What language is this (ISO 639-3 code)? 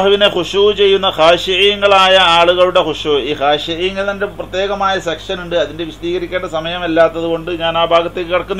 mal